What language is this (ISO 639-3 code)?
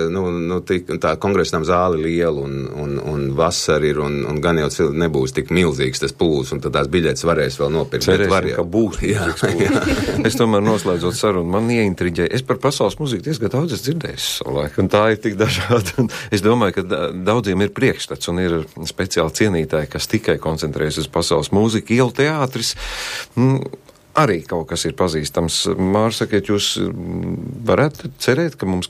lav